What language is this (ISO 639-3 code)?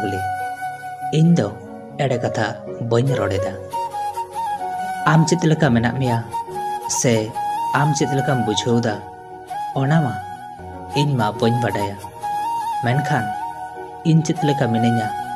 sat